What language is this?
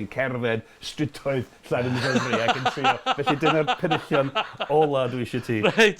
Welsh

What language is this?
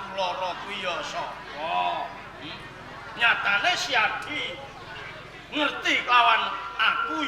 Javanese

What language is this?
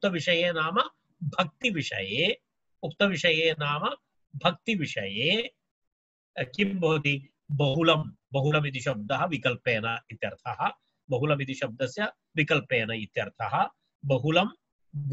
Sanskrit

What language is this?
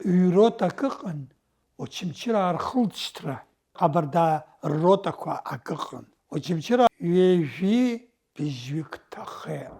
Abkhazian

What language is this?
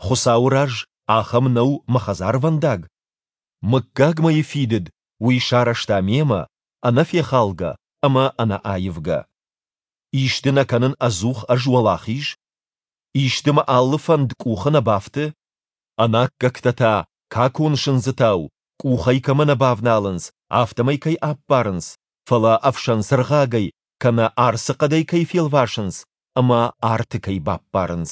Ossetic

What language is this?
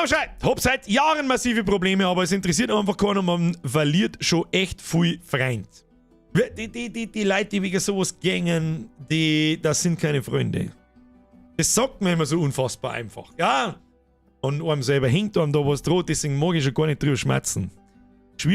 Bavarian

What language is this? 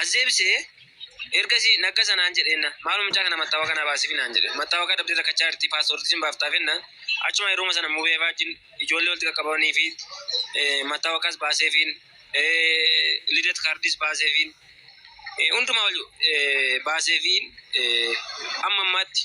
Oromo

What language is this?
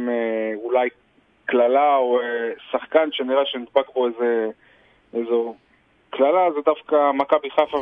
Hebrew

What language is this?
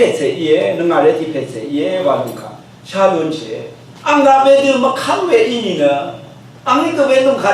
Rawang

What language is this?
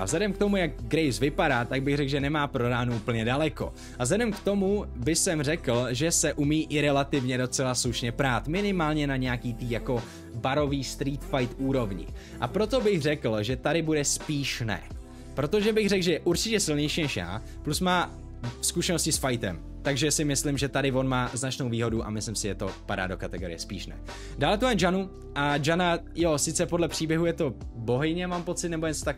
Czech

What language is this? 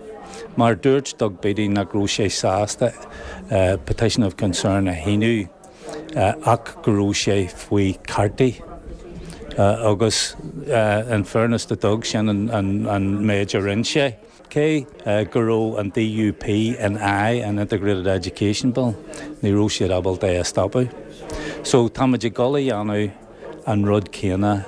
Irish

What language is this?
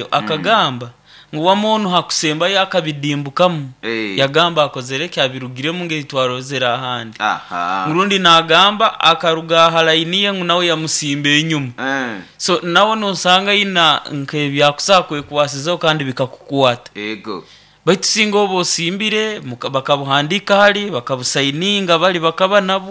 Nyoro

